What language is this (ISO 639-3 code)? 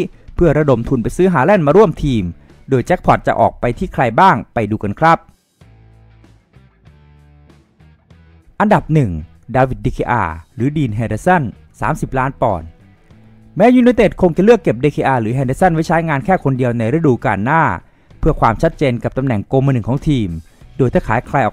tha